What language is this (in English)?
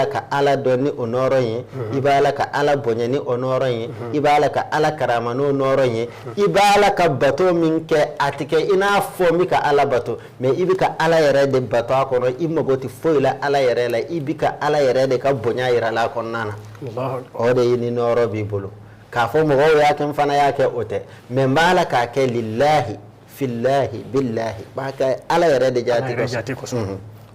Bambara